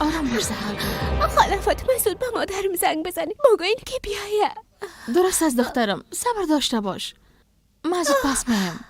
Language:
Persian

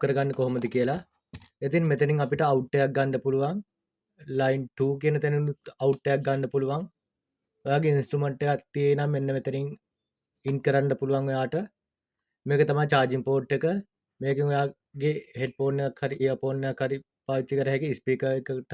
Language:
Sinhala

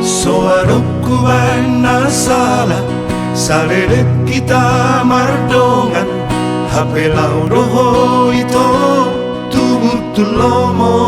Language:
Batak Toba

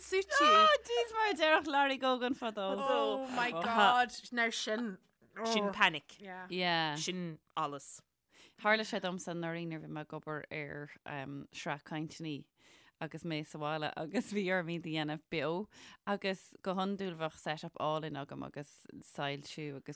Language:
Irish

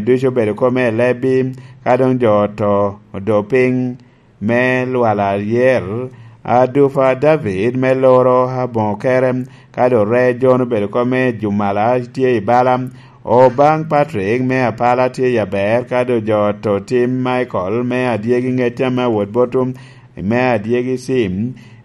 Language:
Lango (Uganda)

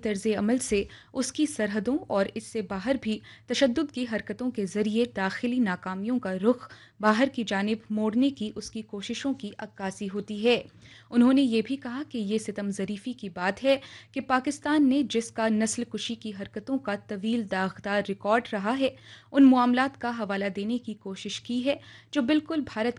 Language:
Urdu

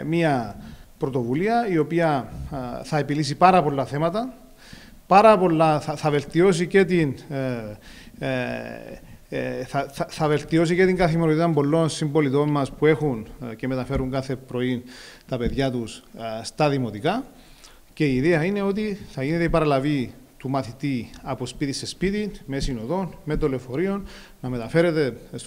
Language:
Greek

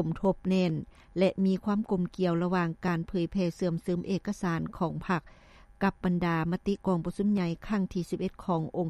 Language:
Lao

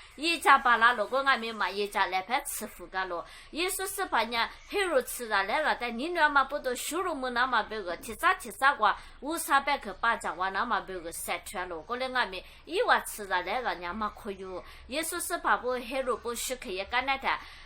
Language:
Lisu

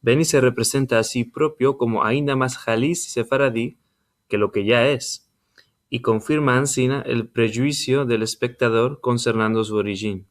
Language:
Ladino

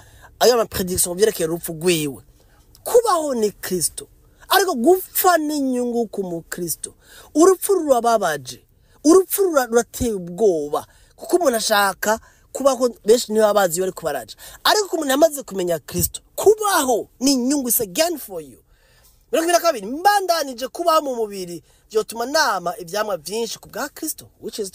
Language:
Rundi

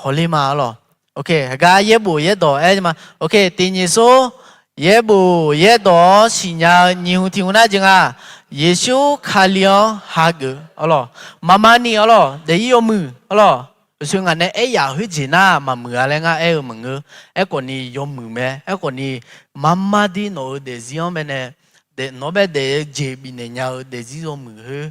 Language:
Akha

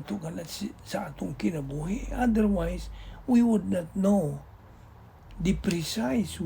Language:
Cebuano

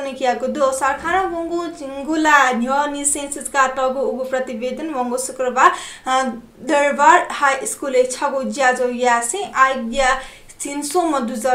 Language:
Newari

